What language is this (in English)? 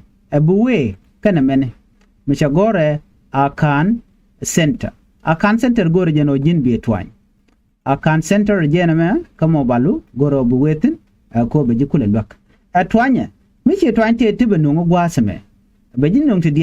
Nuer